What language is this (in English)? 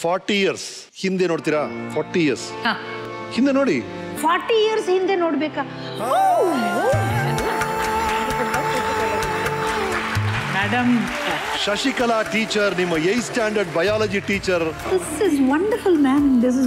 Kannada